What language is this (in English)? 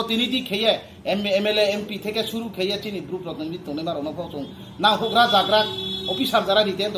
Riang (India)